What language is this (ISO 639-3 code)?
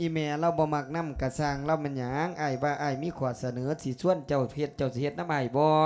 lao